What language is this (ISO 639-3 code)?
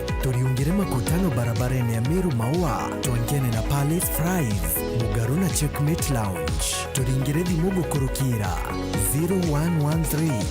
mer